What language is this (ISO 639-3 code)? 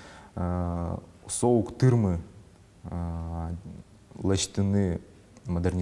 udm